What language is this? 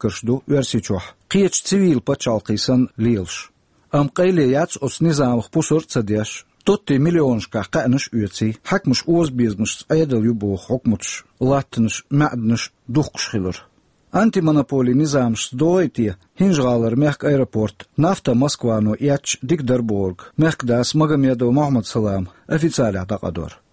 Chechen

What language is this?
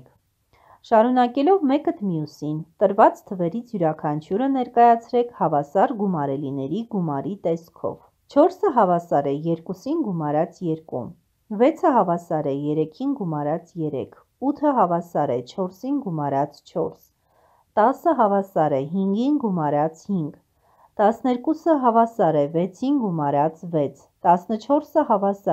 Armenian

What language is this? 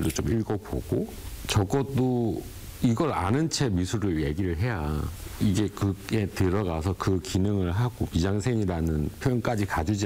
Korean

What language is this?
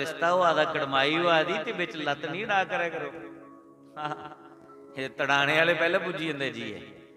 Dogri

